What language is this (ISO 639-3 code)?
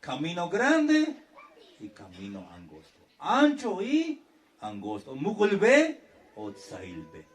tzh